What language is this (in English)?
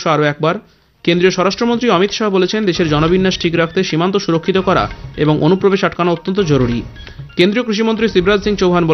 Bangla